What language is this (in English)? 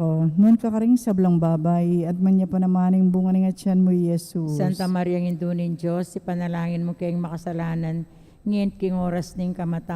Pampanga